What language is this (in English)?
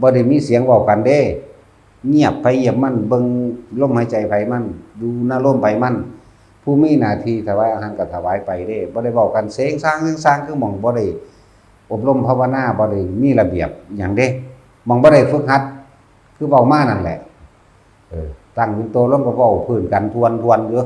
Lao